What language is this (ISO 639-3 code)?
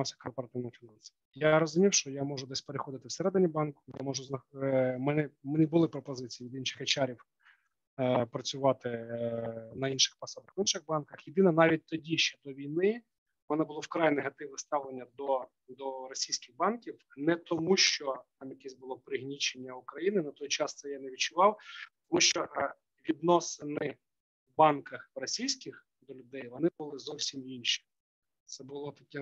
ukr